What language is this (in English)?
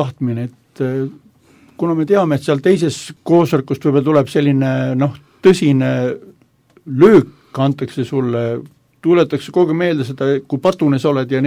Estonian